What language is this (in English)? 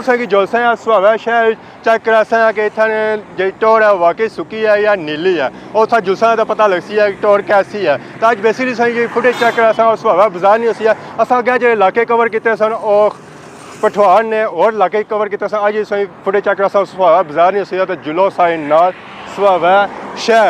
Pahari-Potwari